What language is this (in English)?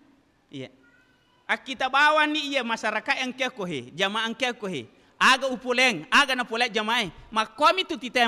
Buginese